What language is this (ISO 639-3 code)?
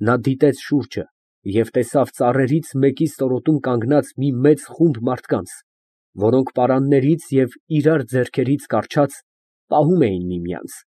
hye